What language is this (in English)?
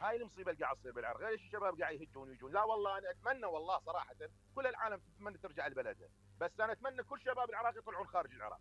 Mesopotamian Arabic